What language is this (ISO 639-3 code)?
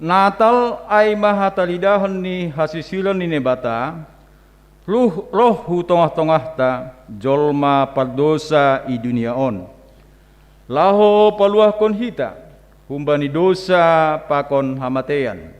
bts